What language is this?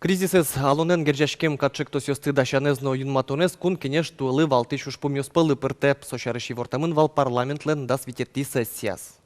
Udmurt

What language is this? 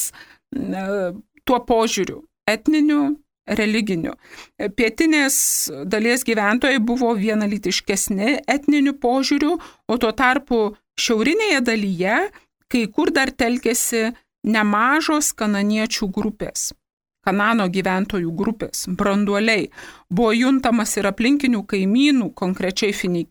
Lithuanian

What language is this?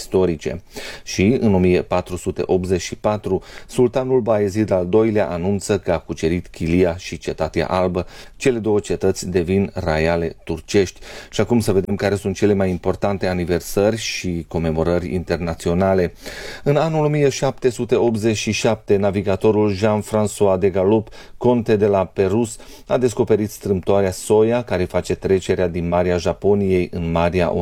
Romanian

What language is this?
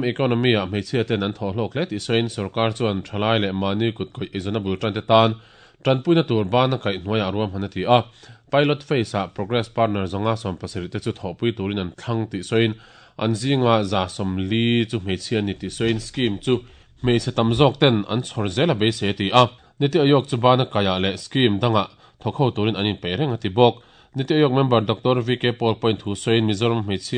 Mizo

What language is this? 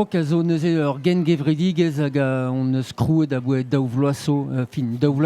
Breton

